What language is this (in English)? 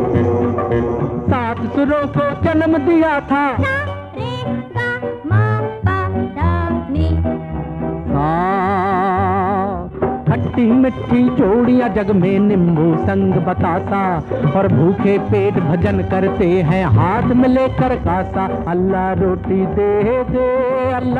Hindi